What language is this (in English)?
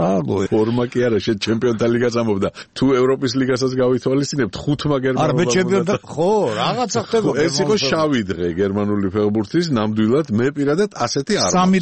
Georgian